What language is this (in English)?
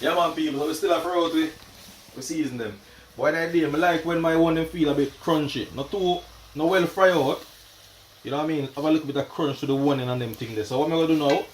Jamaican Creole English